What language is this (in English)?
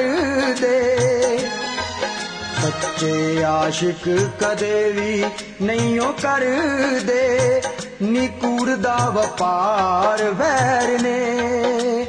Punjabi